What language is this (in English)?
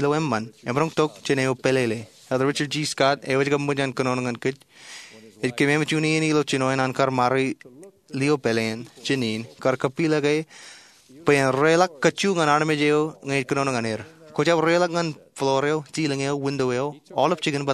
Marshallese